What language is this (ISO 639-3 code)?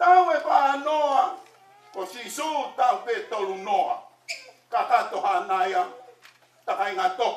ton